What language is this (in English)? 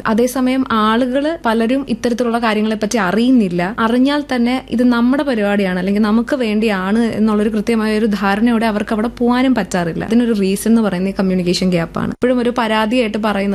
Malayalam